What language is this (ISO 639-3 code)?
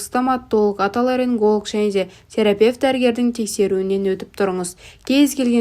kaz